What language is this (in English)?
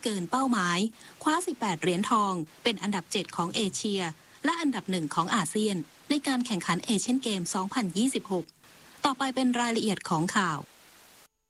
Thai